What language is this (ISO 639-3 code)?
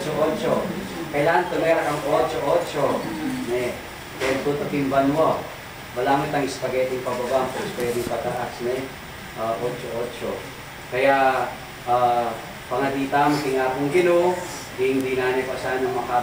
pam